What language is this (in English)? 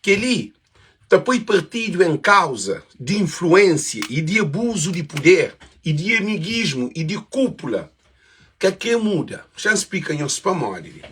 Kabuverdianu